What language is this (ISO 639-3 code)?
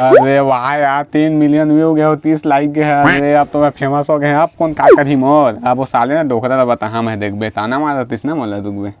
hne